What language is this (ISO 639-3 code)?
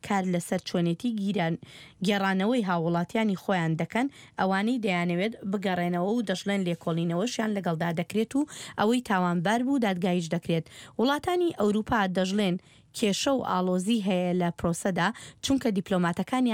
ckb